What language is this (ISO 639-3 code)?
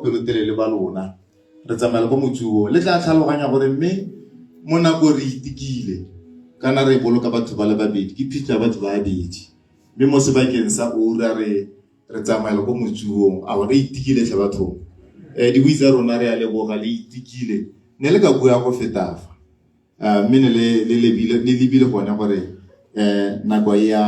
tsn